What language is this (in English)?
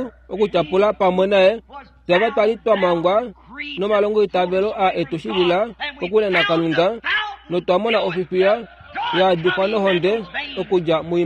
Kuanyama